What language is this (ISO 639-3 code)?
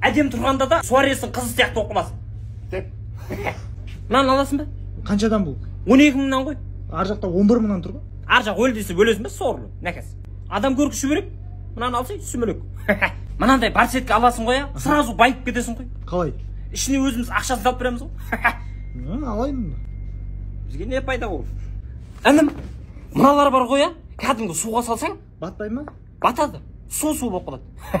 kaz